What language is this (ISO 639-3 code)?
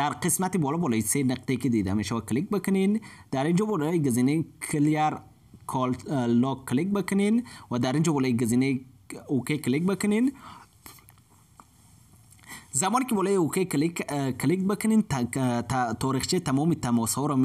fas